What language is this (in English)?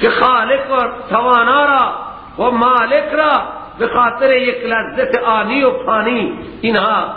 Persian